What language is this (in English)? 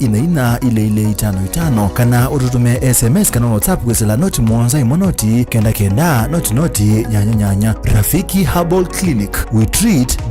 Kamba